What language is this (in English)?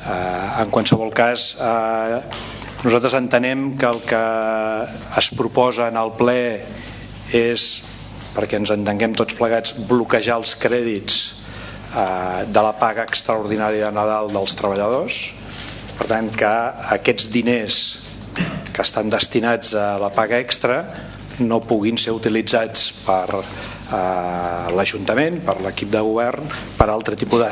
Catalan